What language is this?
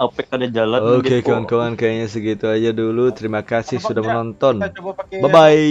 Banjar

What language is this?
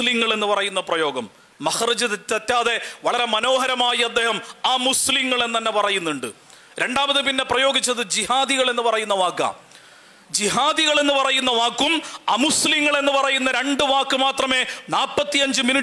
Malayalam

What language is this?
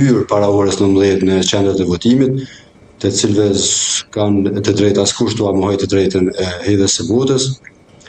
Albanian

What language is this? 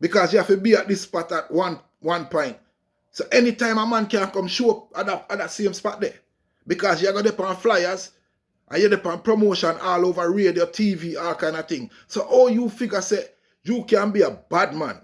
Jamaican Creole English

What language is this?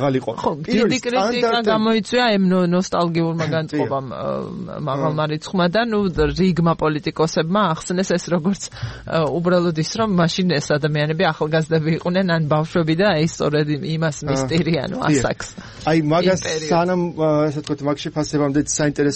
Georgian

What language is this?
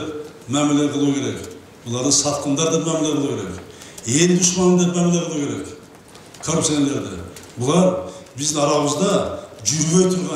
Kyrgyz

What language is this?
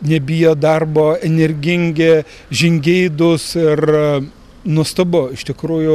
Lithuanian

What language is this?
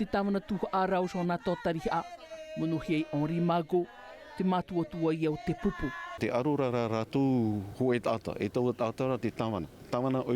Tahitian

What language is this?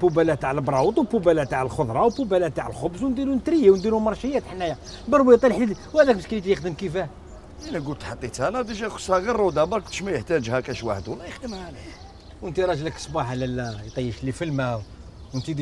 Algerian Arabic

